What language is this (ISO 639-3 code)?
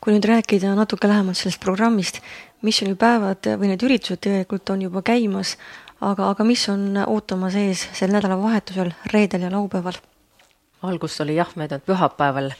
est